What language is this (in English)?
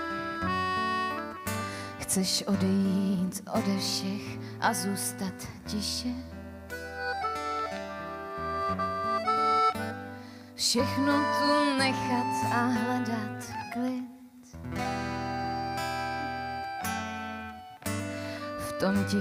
Czech